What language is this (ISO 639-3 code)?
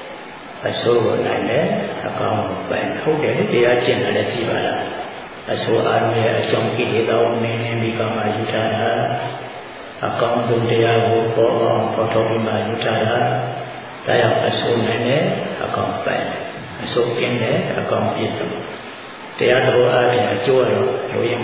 mya